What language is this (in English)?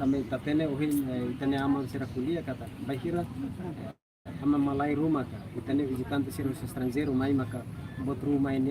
Tetum